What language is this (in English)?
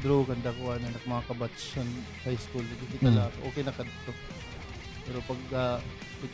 Waray